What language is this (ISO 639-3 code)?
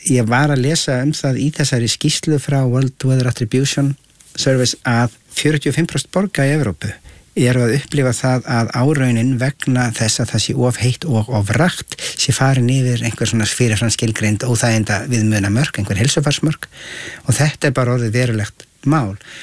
isl